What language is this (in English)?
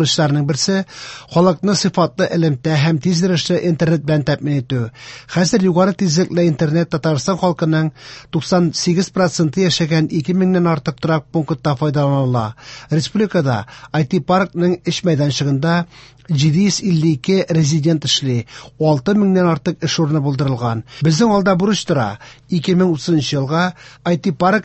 Tatar